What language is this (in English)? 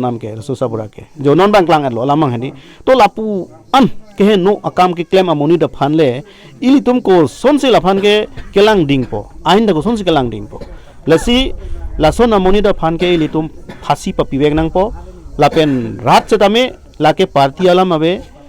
Karbi